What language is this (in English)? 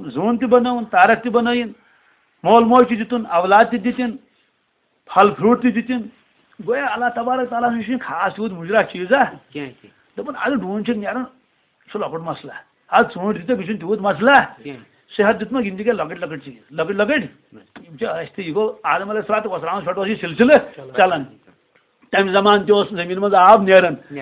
Kashmiri